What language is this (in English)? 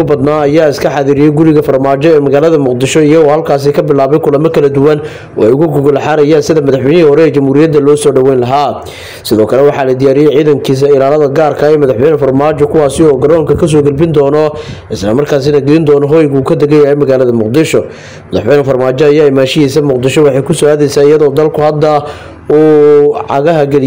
Somali